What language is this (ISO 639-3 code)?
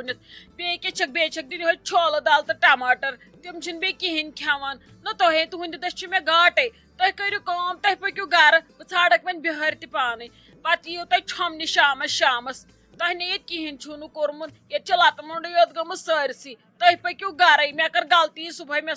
kas